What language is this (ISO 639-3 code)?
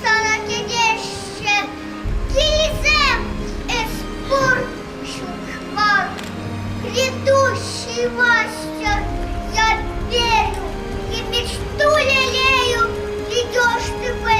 chv